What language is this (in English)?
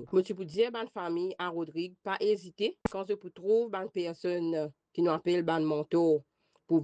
Morisyen